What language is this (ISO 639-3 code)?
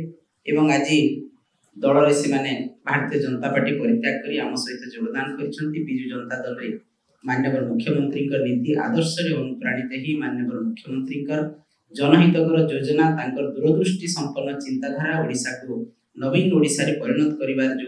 ori